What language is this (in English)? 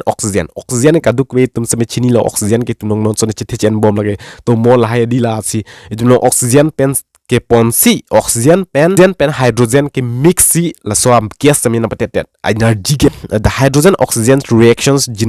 Karbi